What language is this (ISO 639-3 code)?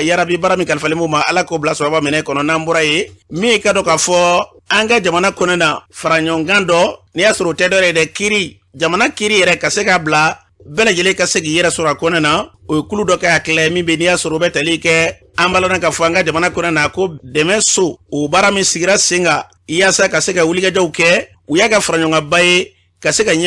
bam